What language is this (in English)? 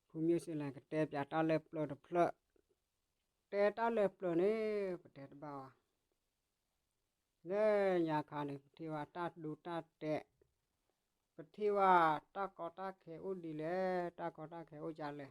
S'gaw Karen